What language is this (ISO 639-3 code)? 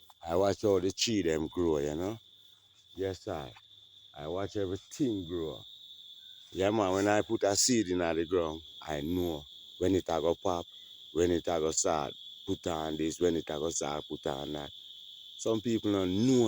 jam